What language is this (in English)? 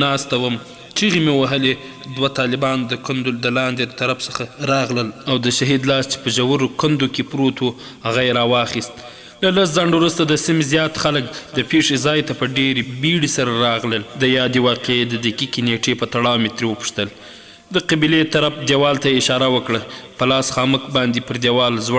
Pashto